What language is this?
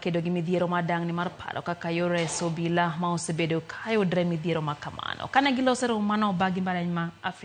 Luo (Kenya and Tanzania)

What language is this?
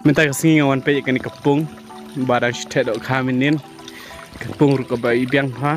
Khasi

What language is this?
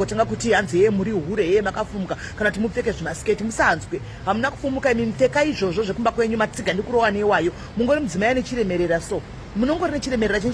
Shona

